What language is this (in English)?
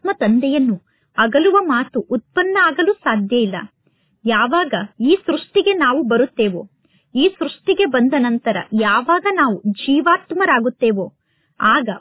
Kannada